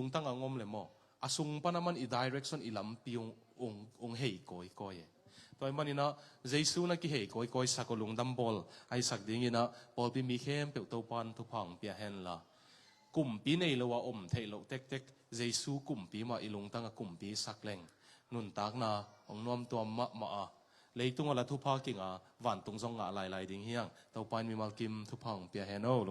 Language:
Tedim Chin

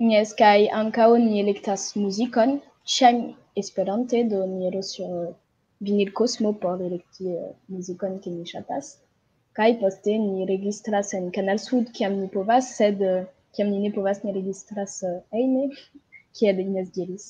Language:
Esperanto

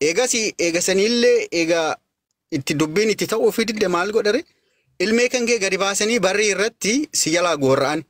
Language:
Oromo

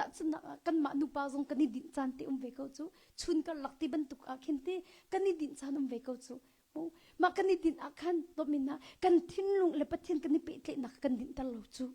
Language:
Hakha Chin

